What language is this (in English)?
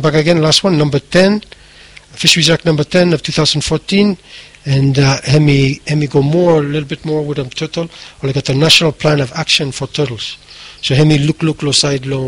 Bislama